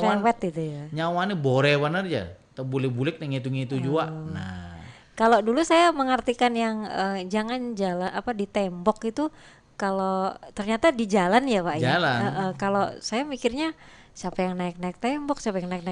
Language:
Banjar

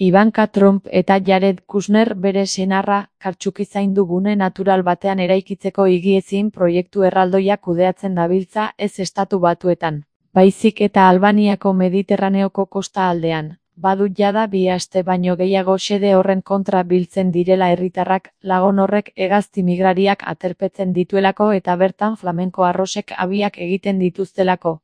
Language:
Basque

